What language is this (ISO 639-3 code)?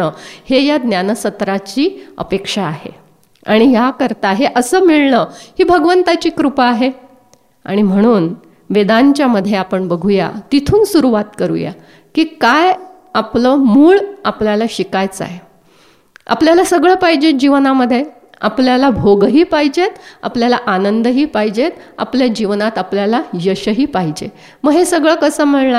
mar